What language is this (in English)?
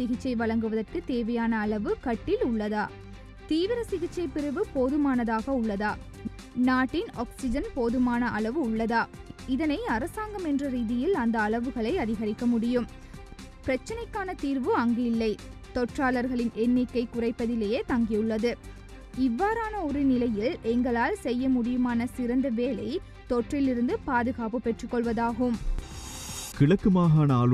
Tamil